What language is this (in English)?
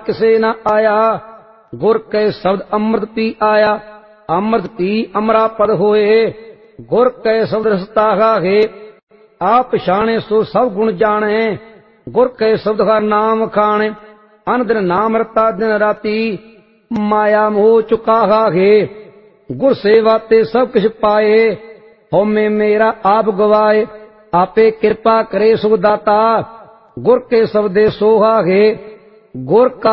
Punjabi